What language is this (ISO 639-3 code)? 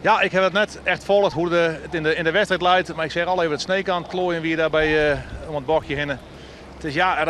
fry